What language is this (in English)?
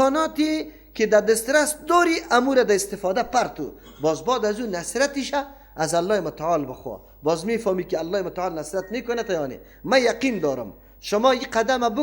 Persian